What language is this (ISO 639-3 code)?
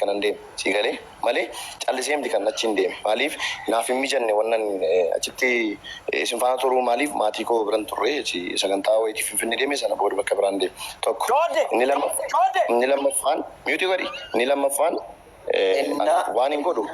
orm